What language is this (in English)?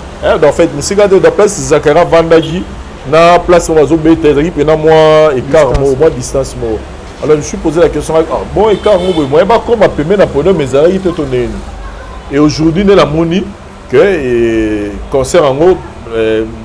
Lingala